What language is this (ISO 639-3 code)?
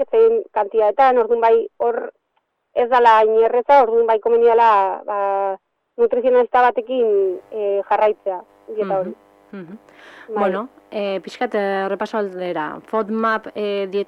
eus